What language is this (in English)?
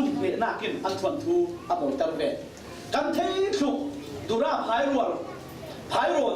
Falam Chin